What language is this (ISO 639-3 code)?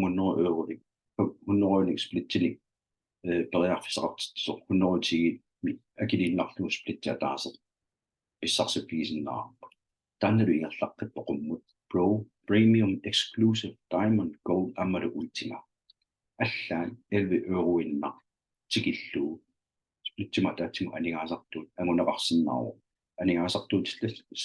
kal